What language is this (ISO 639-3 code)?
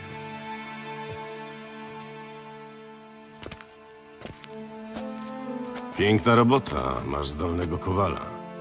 pol